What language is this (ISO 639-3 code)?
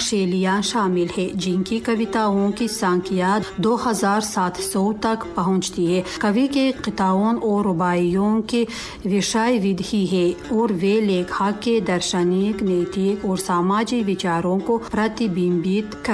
tgk